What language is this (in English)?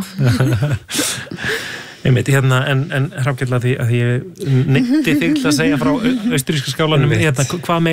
Icelandic